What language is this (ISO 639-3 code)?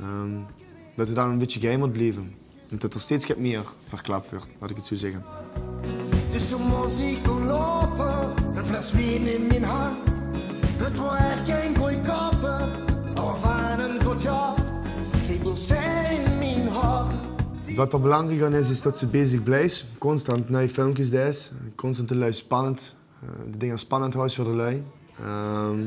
lim